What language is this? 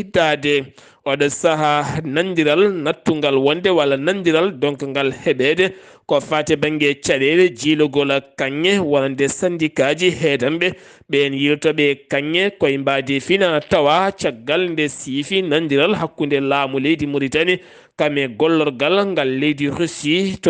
Fula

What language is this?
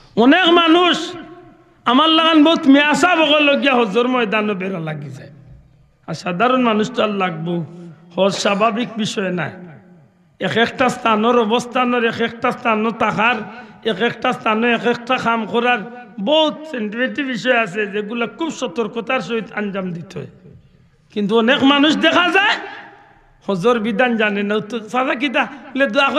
Sylheti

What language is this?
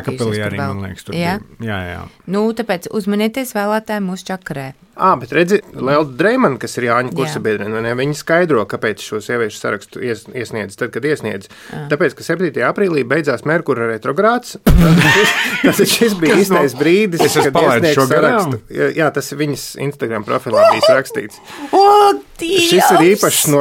Latvian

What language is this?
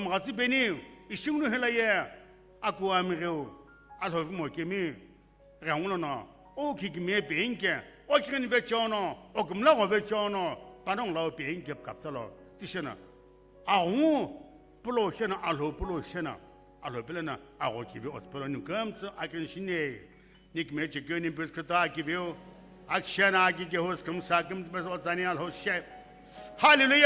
Sumi Naga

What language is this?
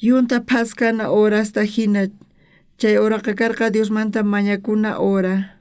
South Bolivian Quechua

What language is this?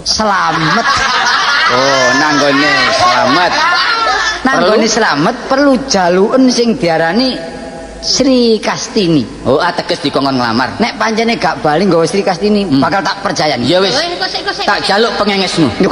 Javanese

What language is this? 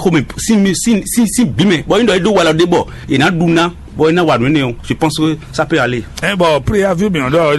Fon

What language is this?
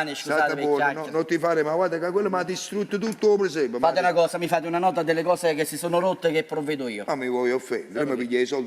Neapolitan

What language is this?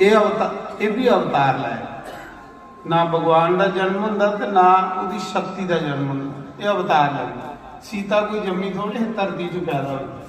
Dogri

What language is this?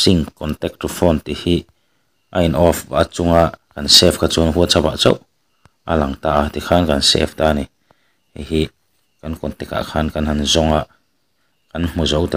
Mizo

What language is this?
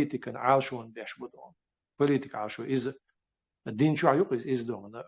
Chechen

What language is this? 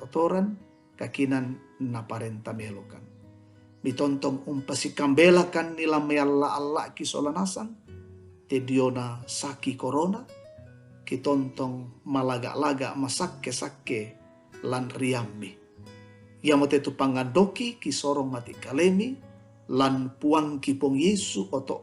Toraja-Sa'dan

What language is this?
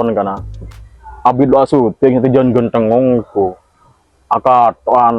Madurese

